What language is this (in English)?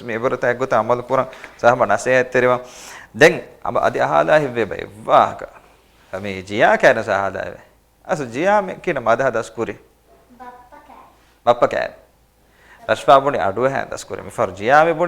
Divehi